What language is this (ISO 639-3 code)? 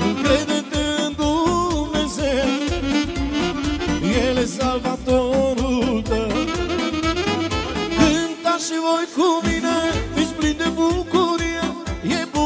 ron